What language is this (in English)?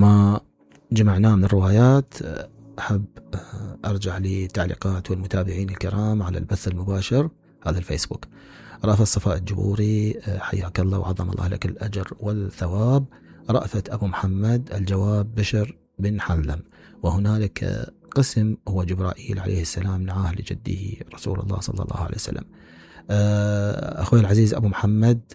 Mesopotamian Arabic